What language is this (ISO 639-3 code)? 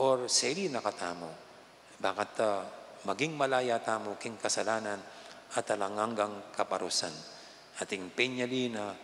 pam